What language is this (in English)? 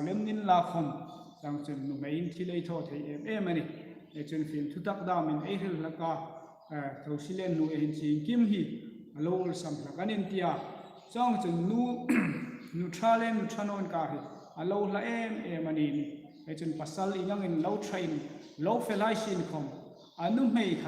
Hmar